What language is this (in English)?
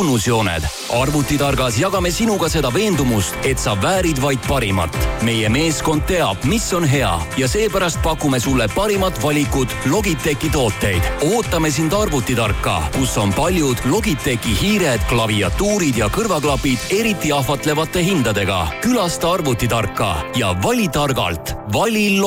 Estonian